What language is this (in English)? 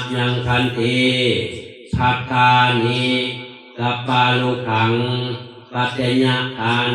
Pali